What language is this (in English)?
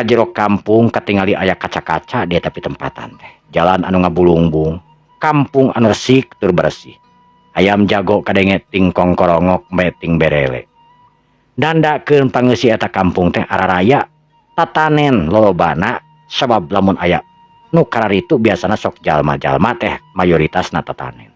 Sundanese